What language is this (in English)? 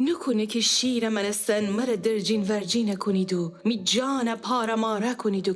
Gilaki